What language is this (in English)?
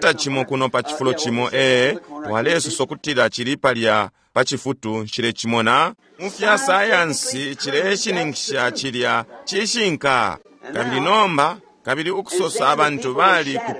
Bemba